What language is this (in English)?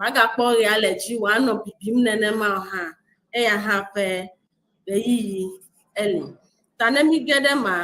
Ewe